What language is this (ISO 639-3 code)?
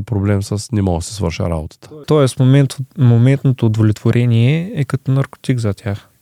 bul